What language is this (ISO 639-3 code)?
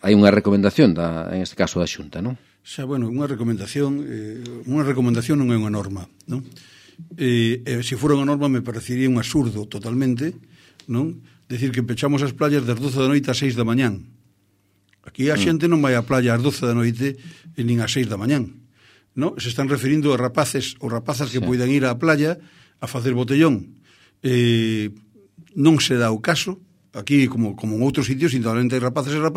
glg